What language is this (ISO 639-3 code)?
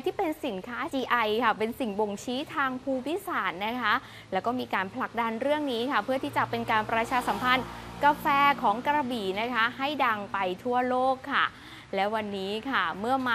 tha